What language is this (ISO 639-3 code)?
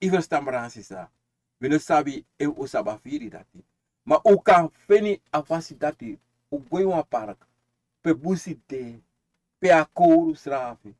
srn